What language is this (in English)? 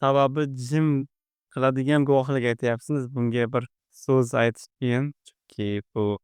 Uzbek